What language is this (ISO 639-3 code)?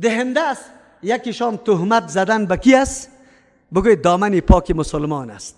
fas